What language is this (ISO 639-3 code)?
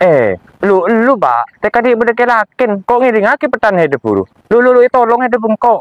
mad